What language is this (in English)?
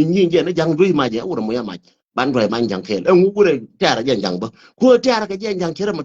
Nuer